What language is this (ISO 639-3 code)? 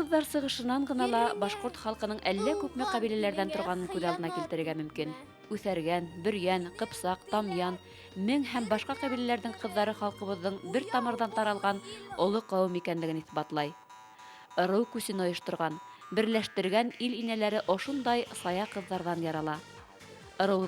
bak